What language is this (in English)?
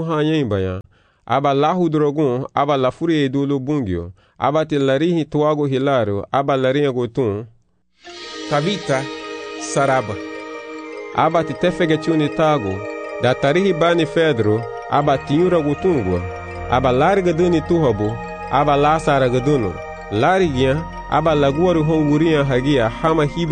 Garifuna